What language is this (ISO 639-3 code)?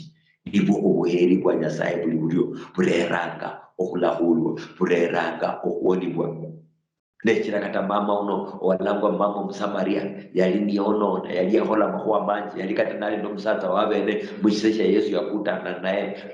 luy